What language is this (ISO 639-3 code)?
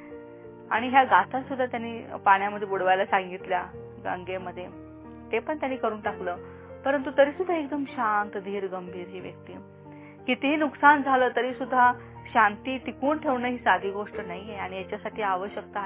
mar